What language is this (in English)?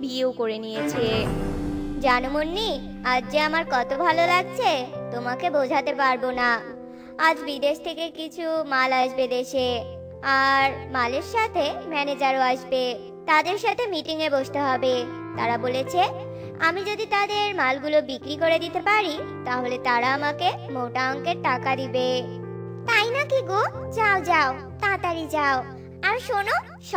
Bangla